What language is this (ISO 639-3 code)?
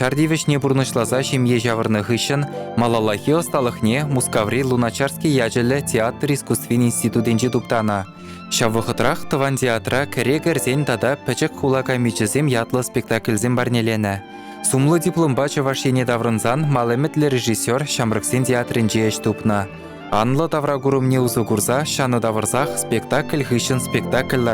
chv